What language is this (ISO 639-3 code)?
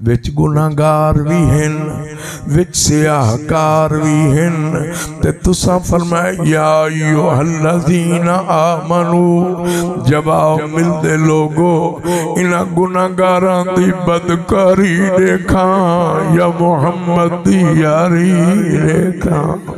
skr